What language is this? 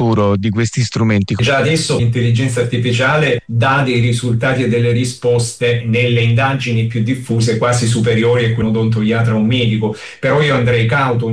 Italian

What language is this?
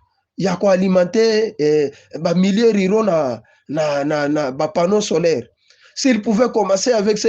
Lingala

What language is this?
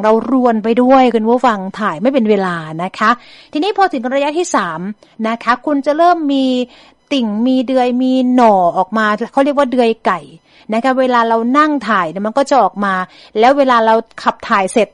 Thai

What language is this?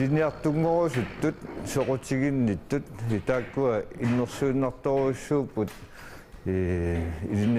Kalaallisut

